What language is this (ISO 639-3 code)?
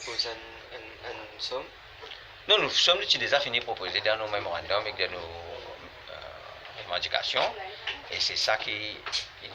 mfe